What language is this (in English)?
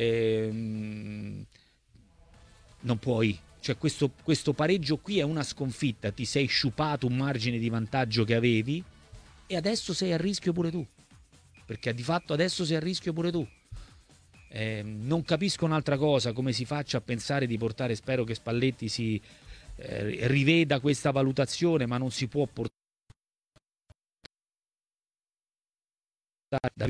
Italian